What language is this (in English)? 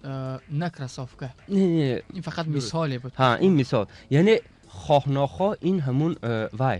Tajik